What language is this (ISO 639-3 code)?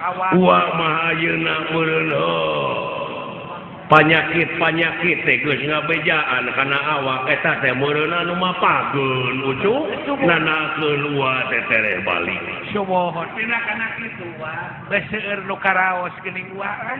sun